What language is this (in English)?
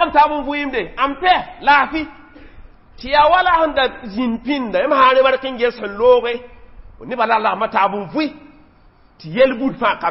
Mossi